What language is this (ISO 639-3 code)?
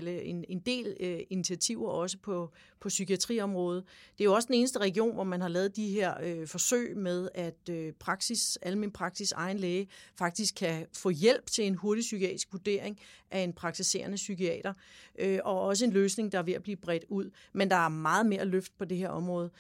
dan